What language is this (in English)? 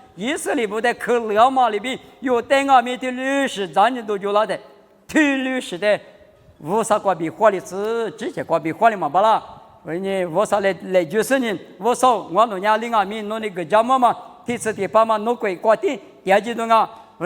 Lisu